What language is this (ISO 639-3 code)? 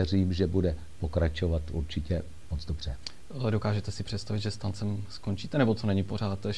ces